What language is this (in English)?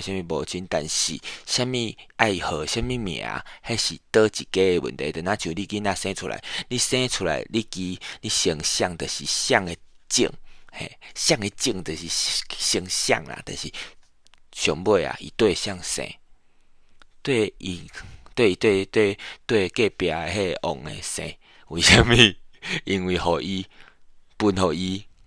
Min Nan Chinese